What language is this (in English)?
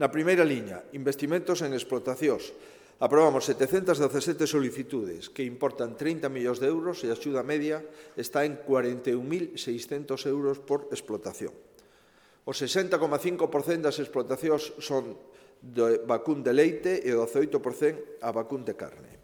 Galician